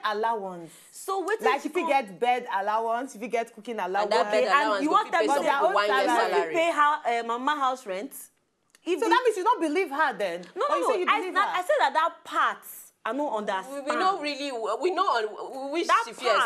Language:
Nigerian Pidgin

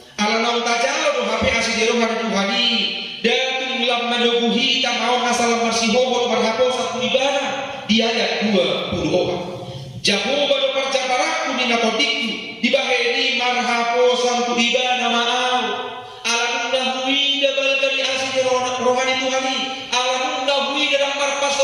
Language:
Batak Toba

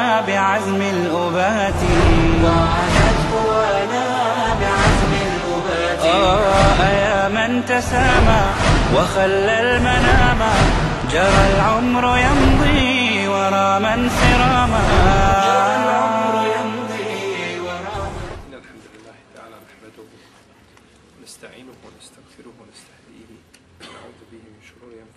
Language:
Bosnian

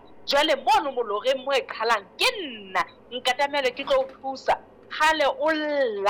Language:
Southern Sotho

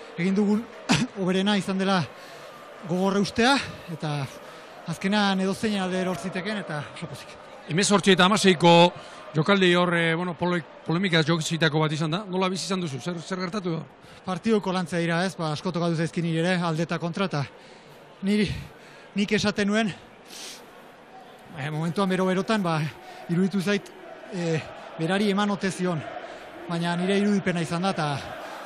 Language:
Basque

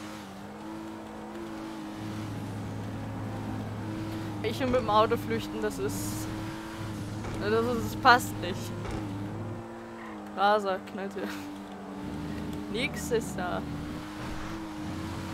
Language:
German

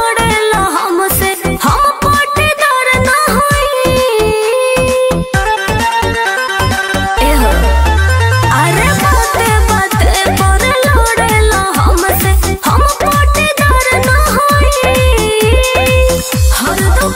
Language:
Bhojpuri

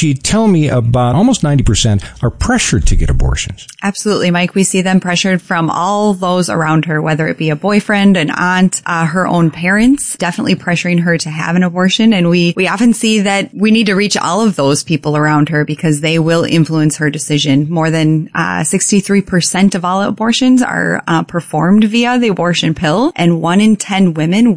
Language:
English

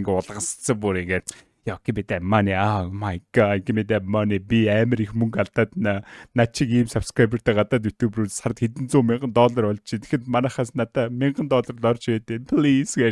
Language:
Mongolian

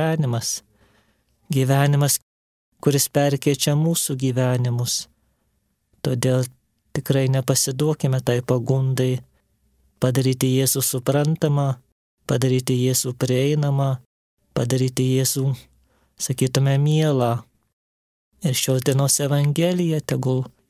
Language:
Lithuanian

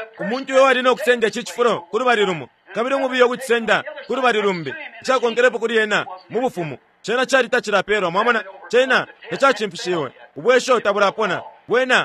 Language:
Bemba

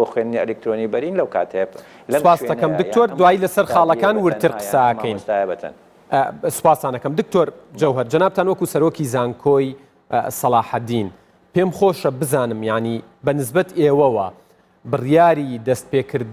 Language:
Central Kurdish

